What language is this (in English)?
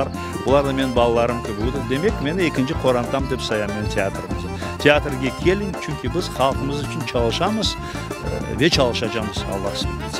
Crimean Tatar